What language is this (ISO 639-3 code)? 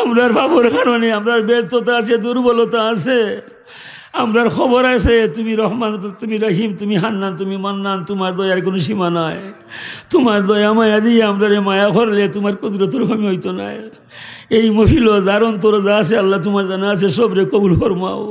syl